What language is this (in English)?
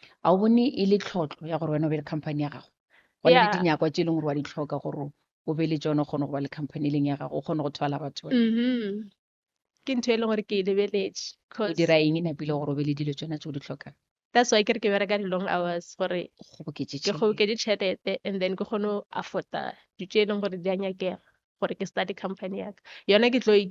Northern Sotho